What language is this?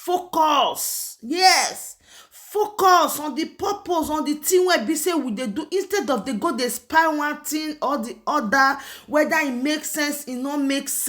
Nigerian Pidgin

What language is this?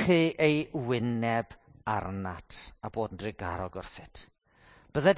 Welsh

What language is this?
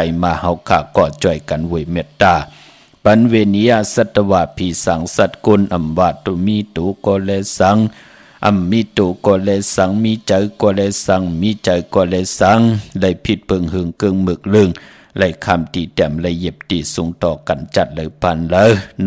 Shan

